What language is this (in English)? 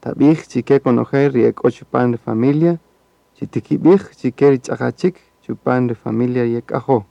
Kaqchikel